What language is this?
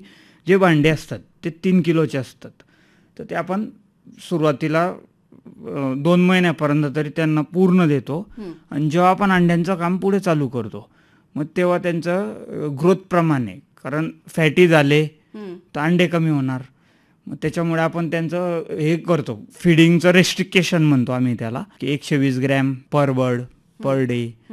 Marathi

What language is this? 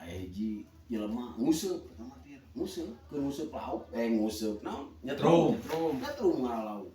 Sundanese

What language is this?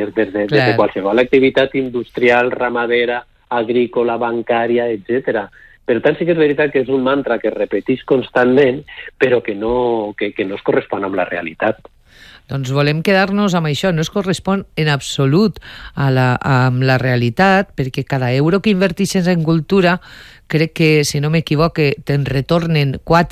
Catalan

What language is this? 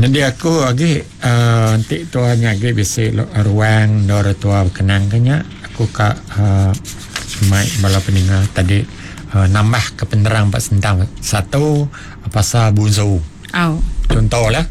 Iban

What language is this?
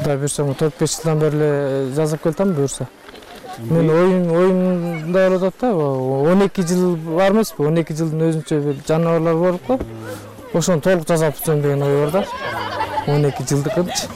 Kyrgyz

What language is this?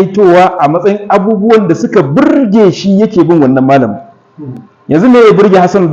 Hausa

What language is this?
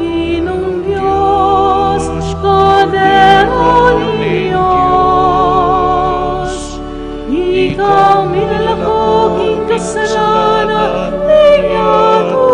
Pampanga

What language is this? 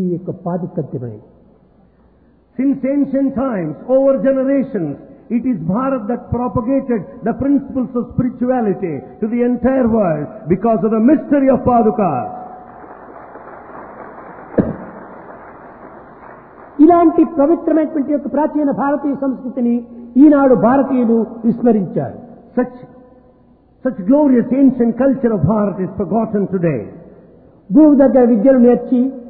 Telugu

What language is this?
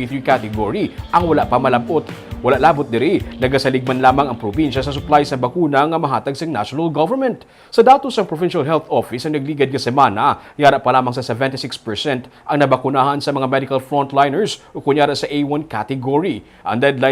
Hiligaynon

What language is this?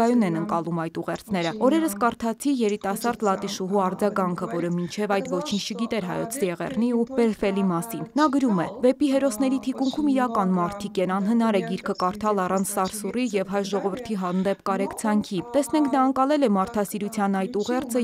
Armenian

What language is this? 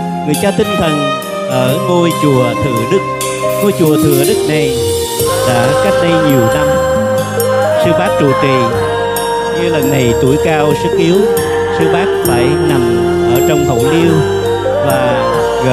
Vietnamese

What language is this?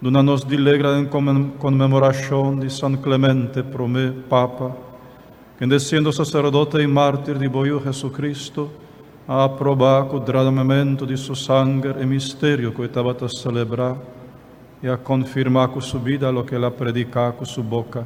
Papiamento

